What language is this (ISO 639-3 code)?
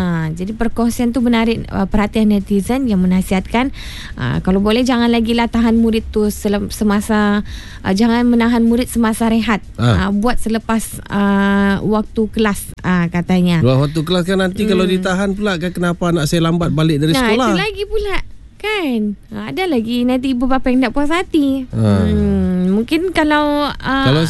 msa